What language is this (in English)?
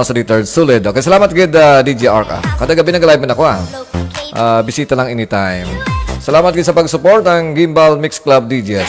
Hiligaynon